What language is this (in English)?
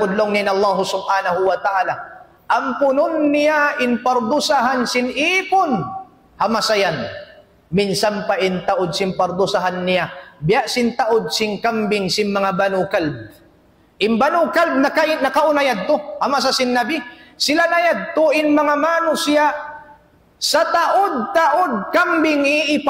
Tausug